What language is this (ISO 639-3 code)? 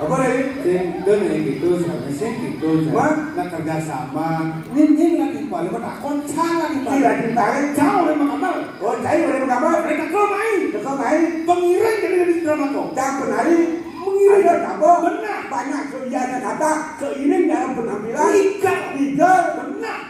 ban